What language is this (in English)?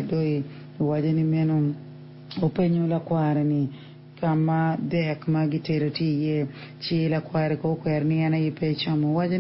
Acoli